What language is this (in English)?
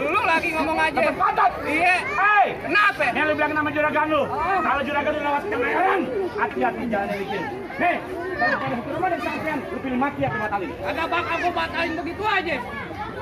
Betawi